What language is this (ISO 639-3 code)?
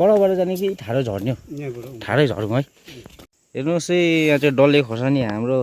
nep